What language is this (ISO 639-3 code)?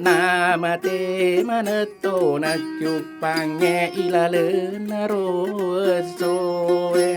bug